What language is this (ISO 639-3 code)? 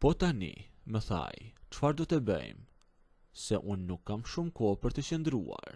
sqi